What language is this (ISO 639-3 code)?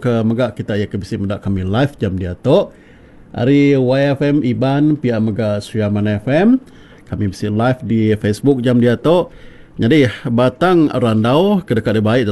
iba